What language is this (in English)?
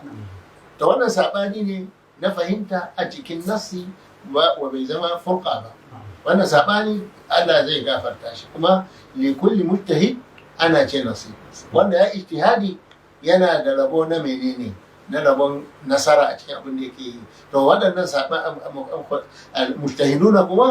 Hausa